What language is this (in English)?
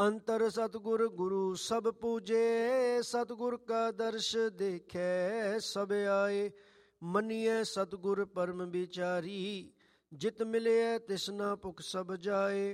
Punjabi